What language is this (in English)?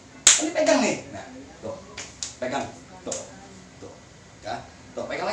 Betawi